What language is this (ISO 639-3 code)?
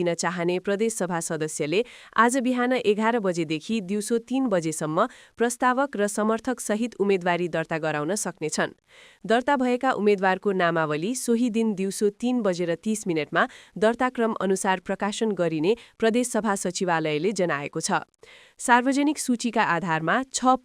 nep